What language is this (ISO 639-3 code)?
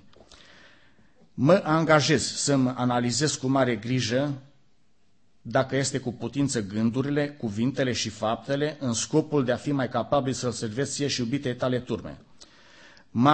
ron